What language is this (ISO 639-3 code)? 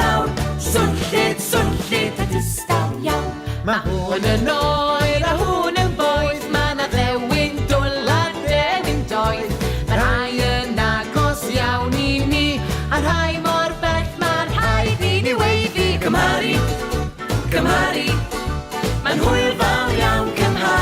cym